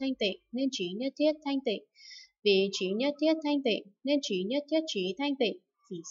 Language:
Vietnamese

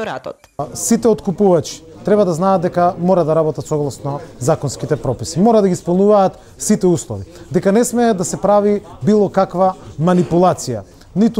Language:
Macedonian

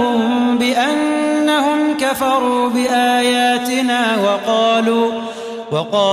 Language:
Arabic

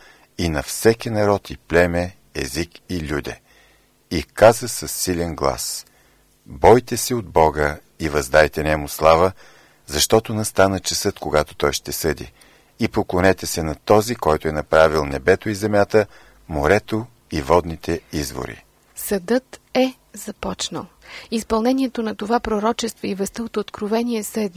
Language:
Bulgarian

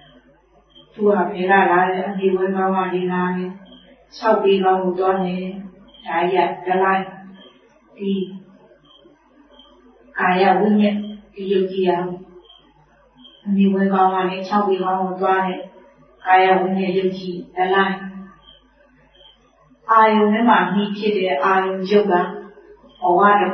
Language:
Burmese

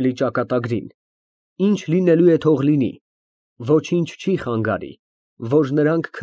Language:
Armenian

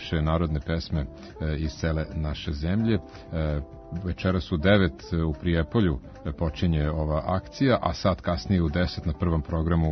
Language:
Serbian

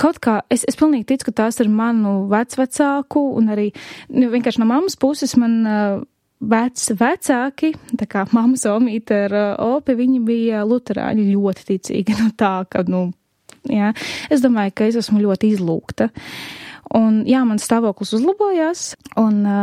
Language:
Latvian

